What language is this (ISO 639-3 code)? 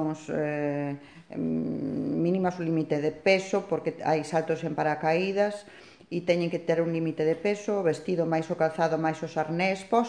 glg